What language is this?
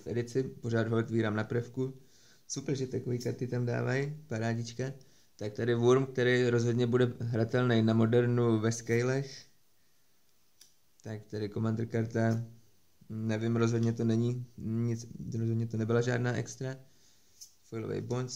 Czech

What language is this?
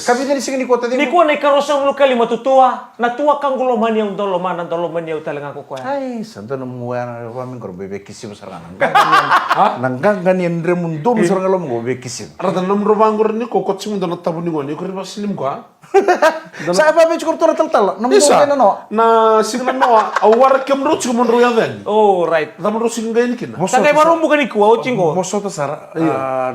Fijian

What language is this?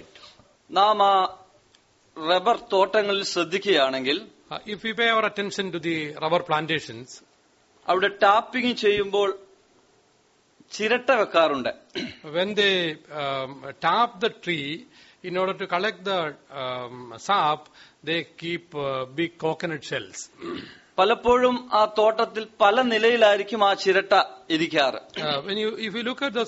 Malayalam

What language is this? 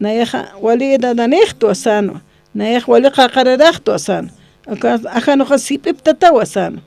Aymara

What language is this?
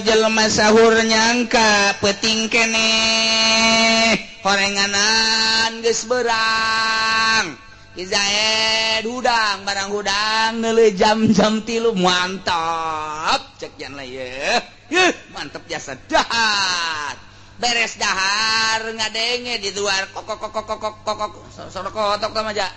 Sundanese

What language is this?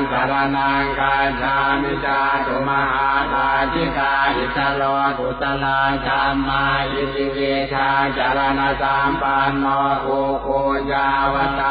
Pali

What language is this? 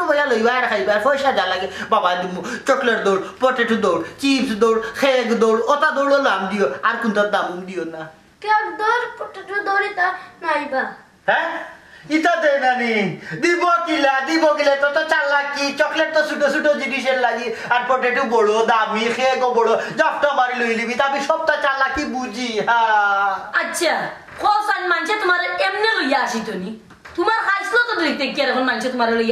Sylheti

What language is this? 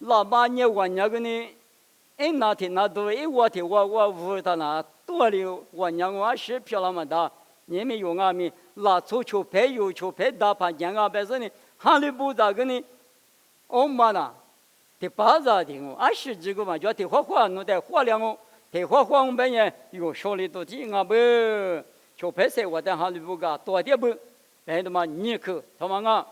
Lisu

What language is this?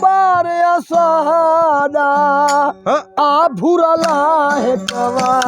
Saraiki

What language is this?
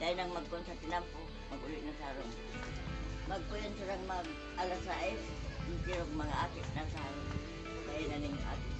Bikol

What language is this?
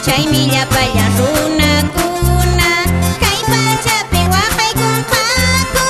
Quechua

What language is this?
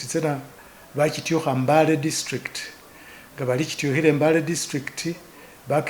Masaaba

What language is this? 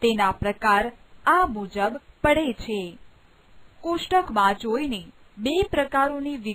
Gujarati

